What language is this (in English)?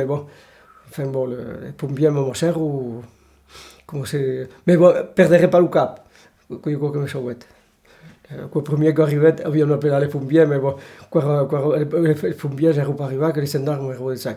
Occitan